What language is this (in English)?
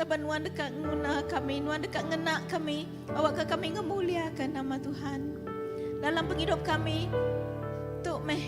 Iban